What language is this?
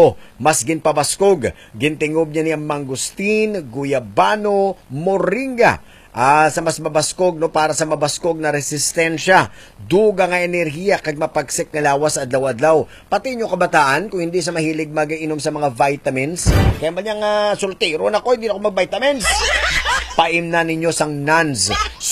Hiligaynon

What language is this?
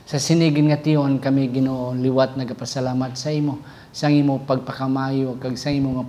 Hiligaynon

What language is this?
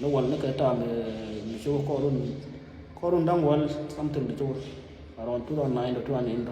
Nuer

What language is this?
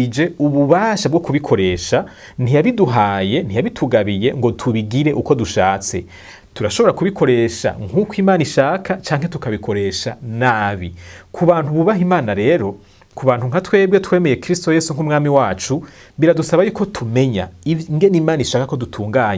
Rundi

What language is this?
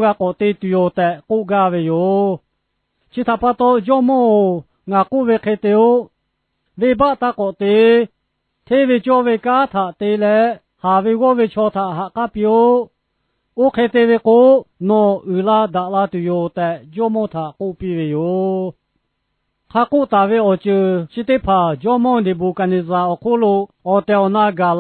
Lahu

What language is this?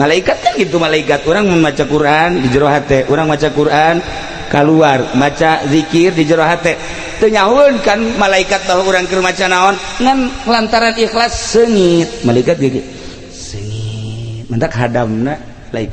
Sundanese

